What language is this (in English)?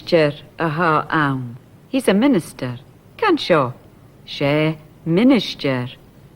Scottish Gaelic